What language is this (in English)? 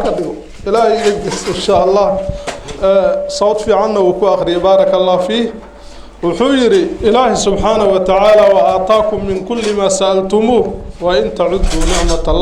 Somali